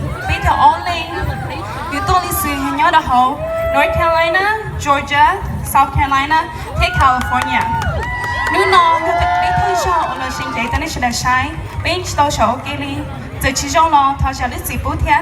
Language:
Hmong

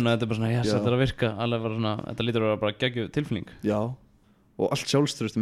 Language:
Icelandic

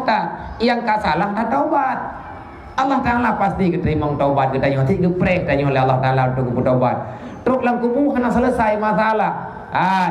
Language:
Achinese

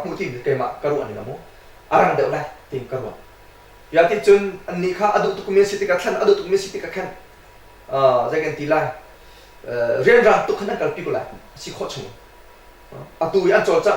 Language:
Hakha Chin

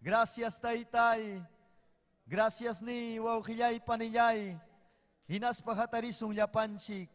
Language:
Ayacucho Quechua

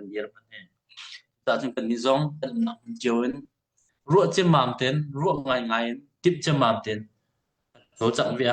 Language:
Hakha Chin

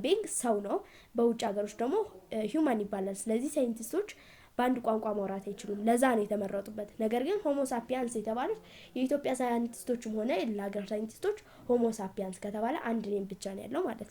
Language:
Amharic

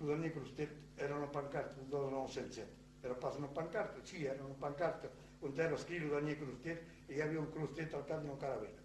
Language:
Occitan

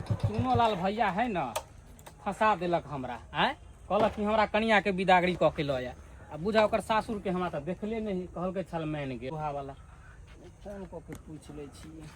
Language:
Maithili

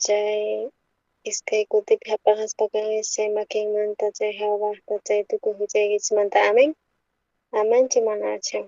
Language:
South Bolivian Quechua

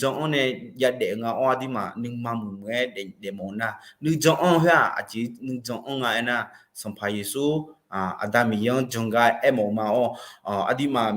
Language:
Akha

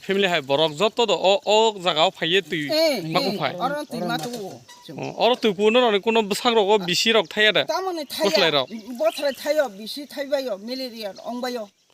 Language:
Kok Borok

